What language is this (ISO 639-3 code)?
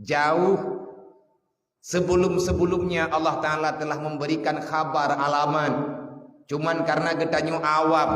ace